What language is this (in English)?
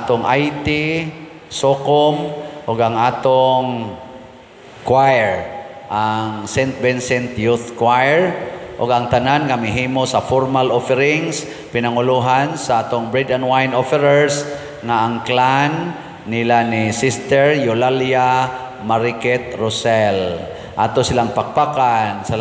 Cebuano